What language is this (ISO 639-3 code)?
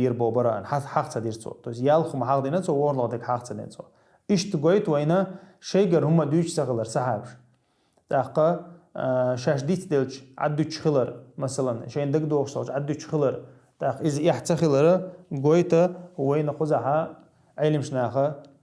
che